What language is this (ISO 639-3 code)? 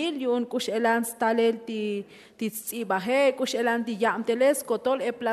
tzo